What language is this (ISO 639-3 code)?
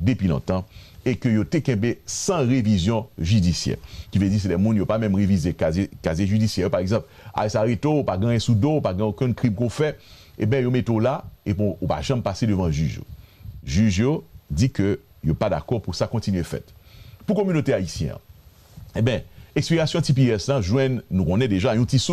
hat